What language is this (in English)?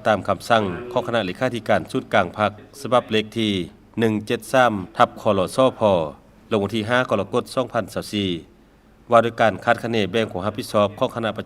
Lao